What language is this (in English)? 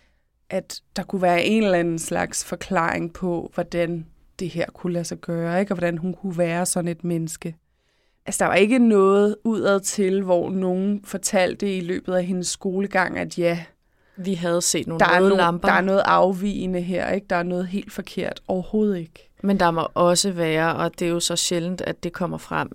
Danish